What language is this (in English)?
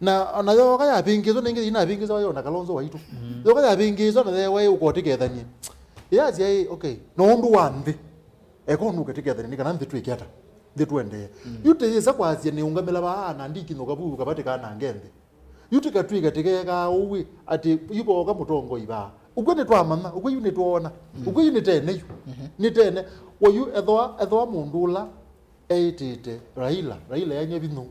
Kamba